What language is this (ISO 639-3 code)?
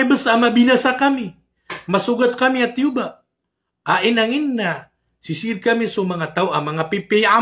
mrw